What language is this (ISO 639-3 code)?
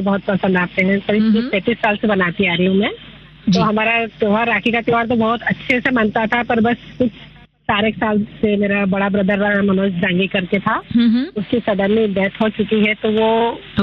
hin